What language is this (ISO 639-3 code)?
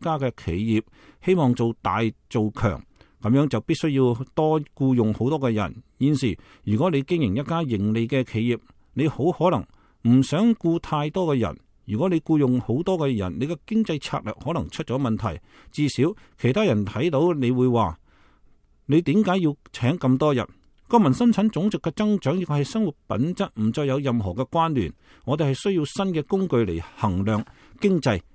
yue